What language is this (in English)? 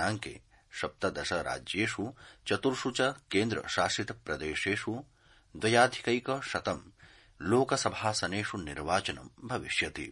Sanskrit